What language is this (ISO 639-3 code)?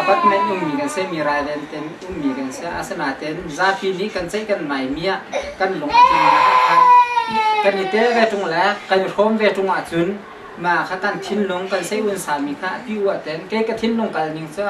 cnh